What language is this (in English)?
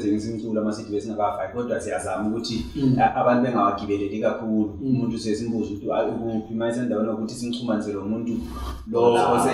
Zulu